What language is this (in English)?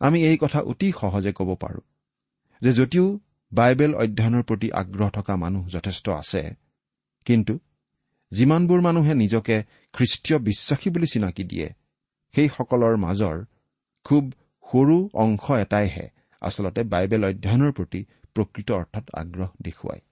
Assamese